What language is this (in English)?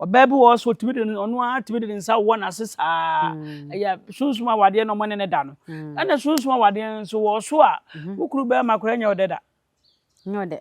Akan